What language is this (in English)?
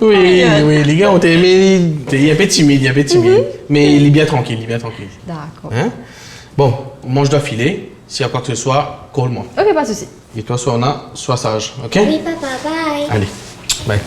Morisyen